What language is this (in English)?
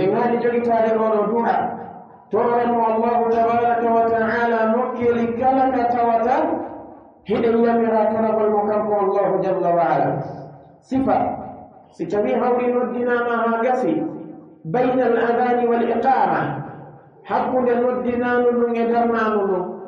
Pular